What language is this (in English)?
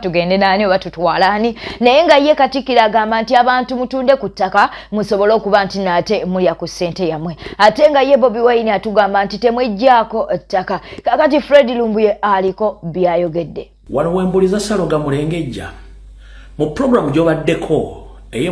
Ganda